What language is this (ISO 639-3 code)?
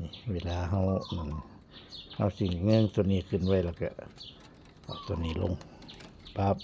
tts